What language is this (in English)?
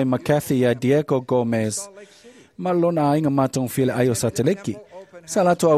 Samoan